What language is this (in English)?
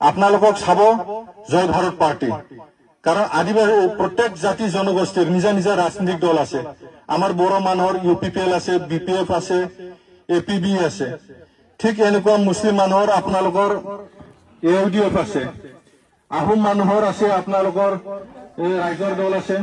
Assamese